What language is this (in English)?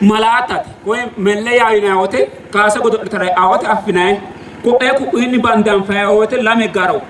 Sidamo